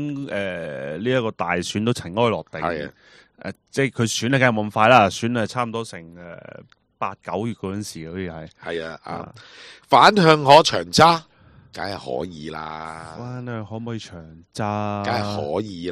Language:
Cantonese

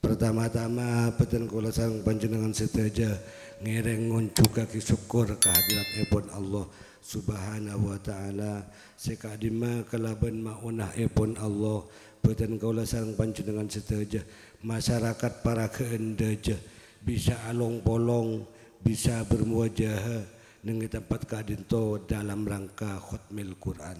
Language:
Madurese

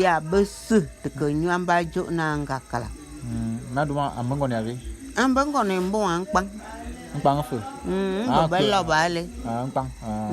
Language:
Bulu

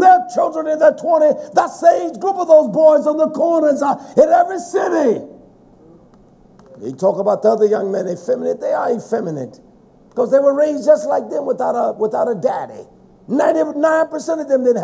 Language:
English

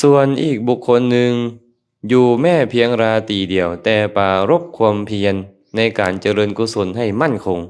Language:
Lao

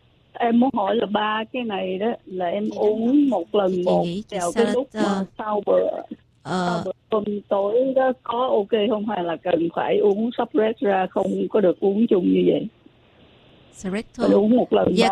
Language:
Vietnamese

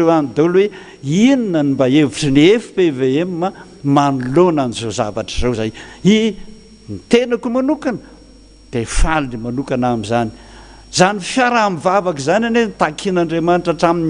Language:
Malagasy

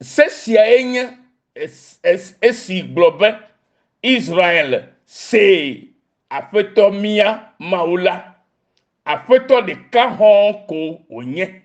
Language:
Ewe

